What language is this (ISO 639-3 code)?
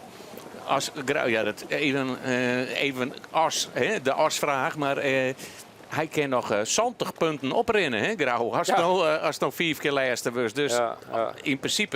fry